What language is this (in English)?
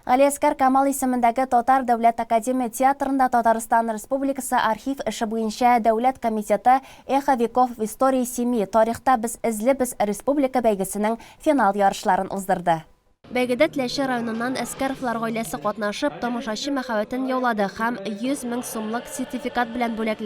Tatar